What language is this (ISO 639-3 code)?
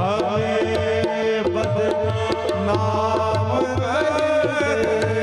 mai